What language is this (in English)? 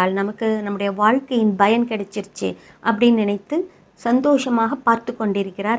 Tamil